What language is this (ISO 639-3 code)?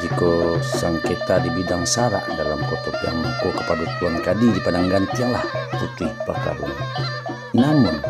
min